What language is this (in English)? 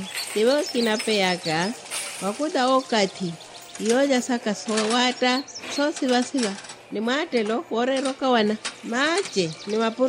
Makhuwa